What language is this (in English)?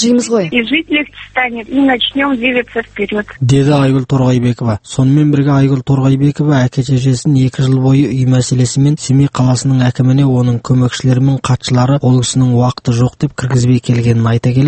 Kazakh